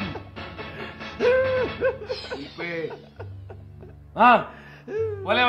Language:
Tulu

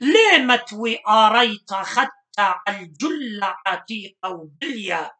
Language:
Assyrian Neo-Aramaic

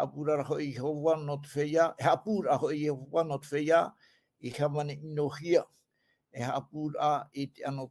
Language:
Tahitian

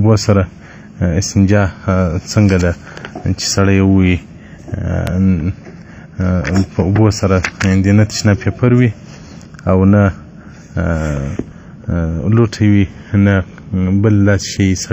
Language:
Pashto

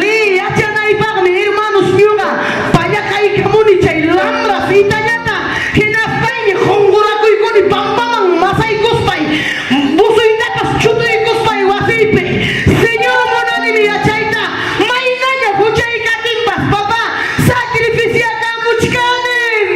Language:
Ayacucho Quechua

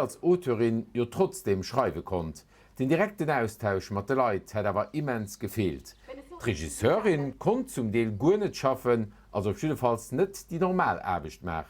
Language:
Luxembourgish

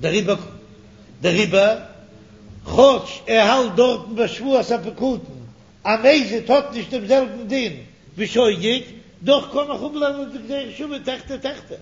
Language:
Yiddish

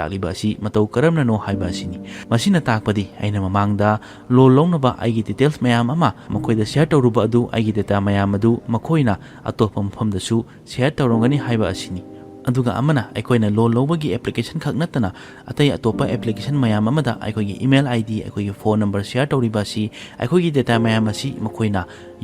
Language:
Manipuri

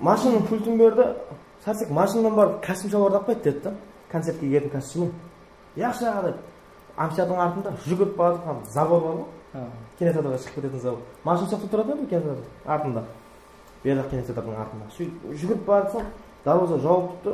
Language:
Kara-Kalpak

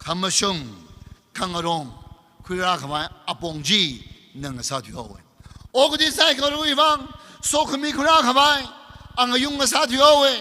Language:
Tangkhul Naga (India)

